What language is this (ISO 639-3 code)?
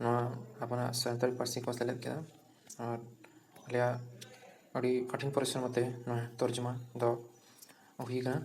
sat